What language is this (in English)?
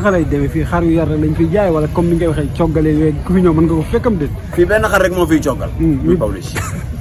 Wolof